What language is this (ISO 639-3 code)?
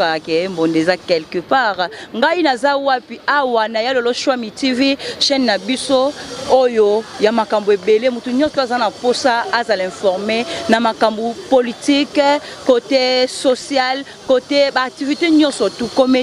lin